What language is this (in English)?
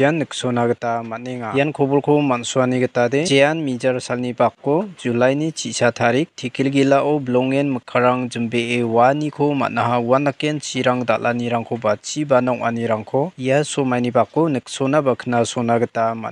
Garo